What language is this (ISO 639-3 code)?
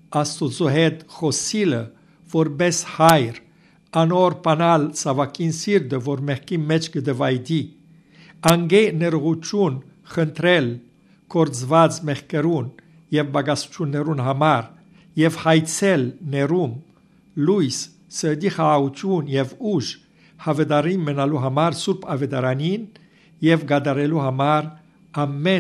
hyw